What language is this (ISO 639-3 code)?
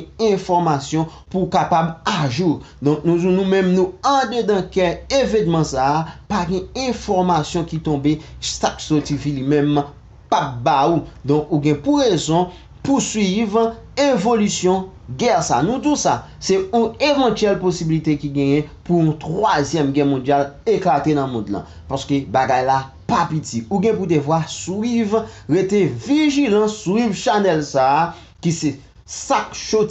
hat